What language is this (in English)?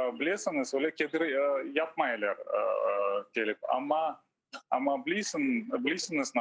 Crimean Tatar